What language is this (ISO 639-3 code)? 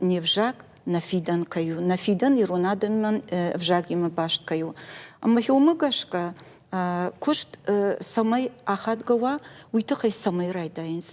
oss